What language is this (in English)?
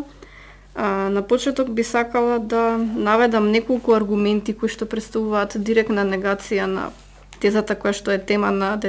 Macedonian